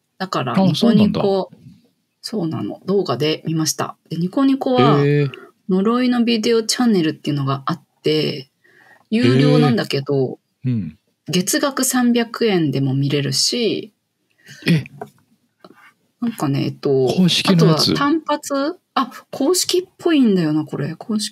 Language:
Japanese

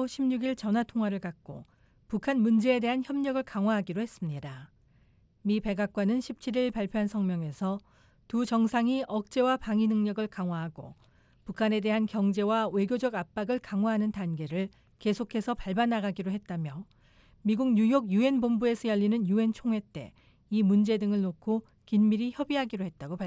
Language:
Korean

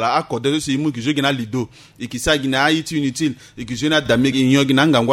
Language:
Sango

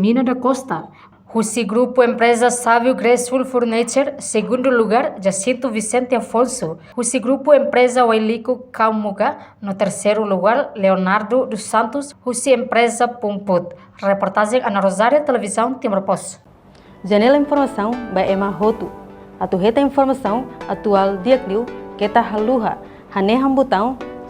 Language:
Tetum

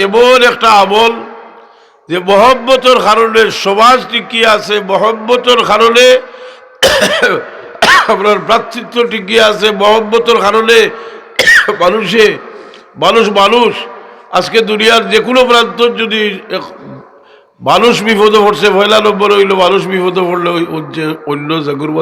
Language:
Sylheti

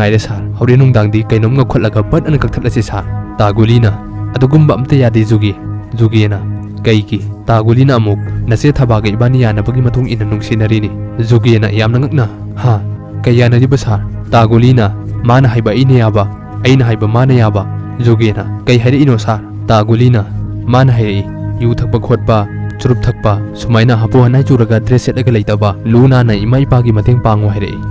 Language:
Manipuri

